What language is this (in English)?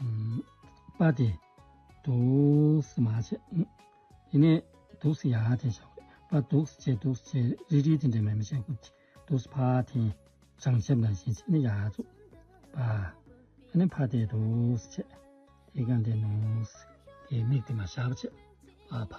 Tibetan